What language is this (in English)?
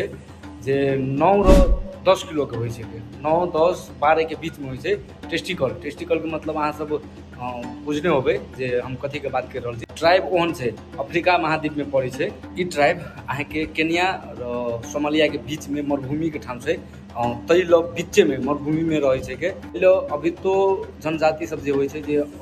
Maithili